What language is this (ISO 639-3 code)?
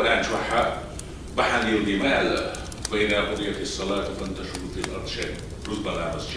che